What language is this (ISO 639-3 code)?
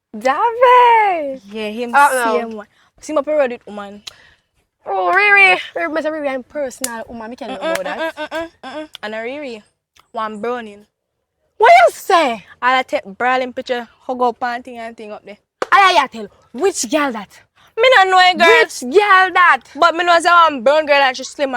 jam